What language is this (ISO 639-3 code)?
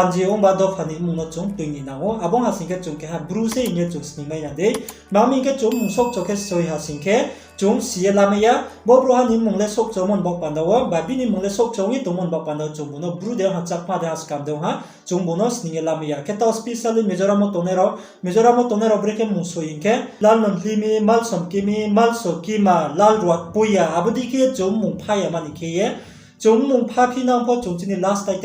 ria